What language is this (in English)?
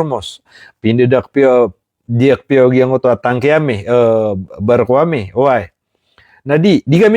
Maranao